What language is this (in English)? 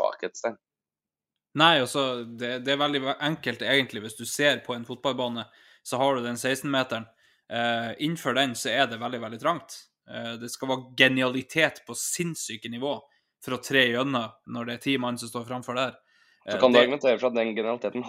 Norwegian